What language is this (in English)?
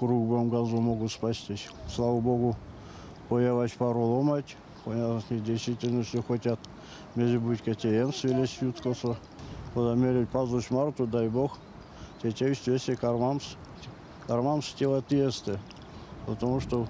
Erzya